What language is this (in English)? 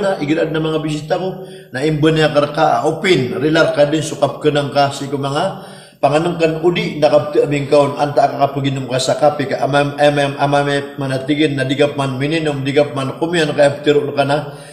Maranao